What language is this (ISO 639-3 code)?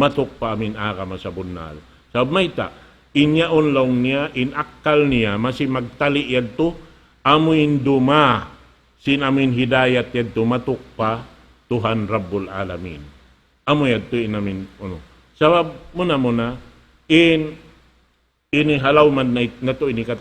tsg